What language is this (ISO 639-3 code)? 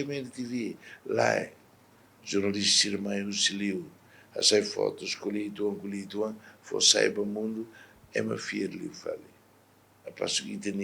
tet